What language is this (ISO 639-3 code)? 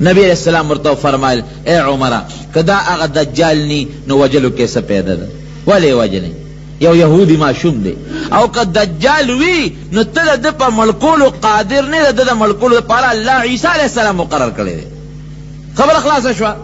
pus